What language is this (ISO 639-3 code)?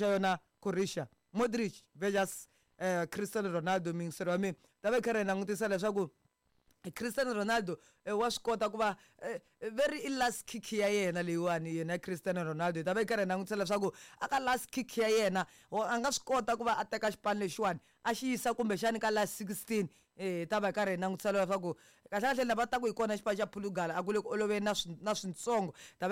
tso